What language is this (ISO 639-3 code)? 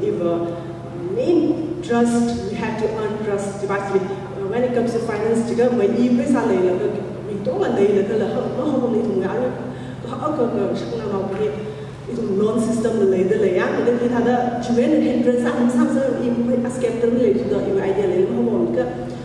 nmf